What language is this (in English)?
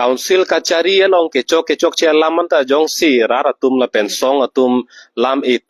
Karbi